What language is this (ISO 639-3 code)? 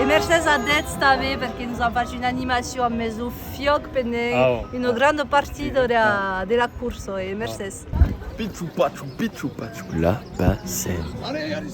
oci